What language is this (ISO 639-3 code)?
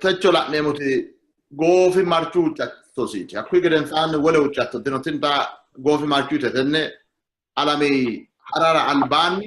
sid